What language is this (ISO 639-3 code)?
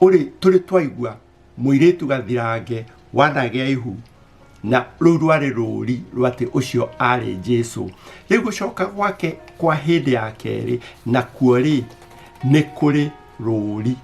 kik